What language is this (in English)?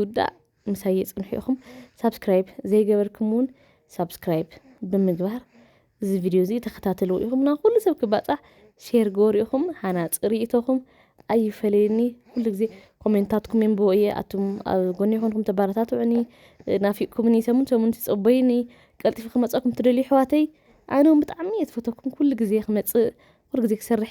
Tigrinya